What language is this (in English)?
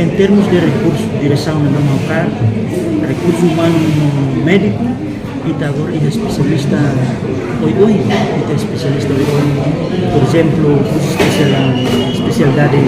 Tetum